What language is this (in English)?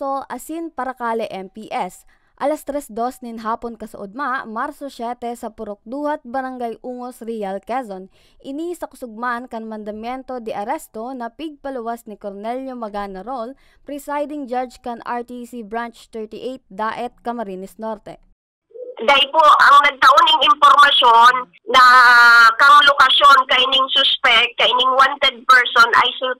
Bikol